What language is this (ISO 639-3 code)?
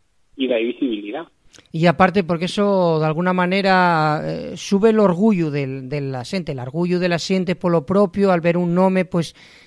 ast